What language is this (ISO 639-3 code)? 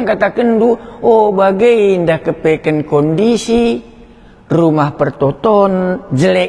btx